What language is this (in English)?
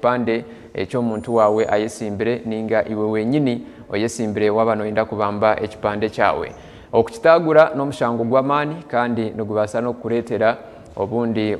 Nyankole